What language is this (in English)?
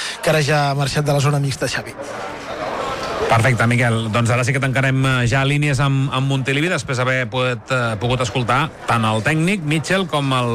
Catalan